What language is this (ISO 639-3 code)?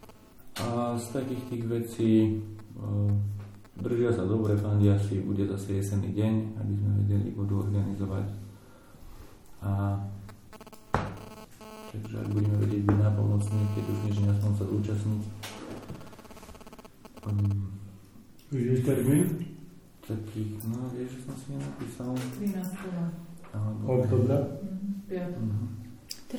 slk